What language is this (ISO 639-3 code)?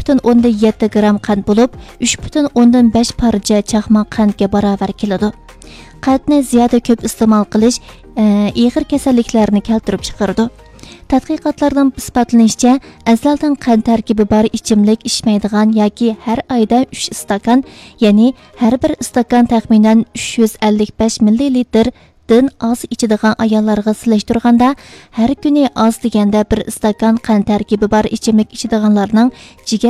uig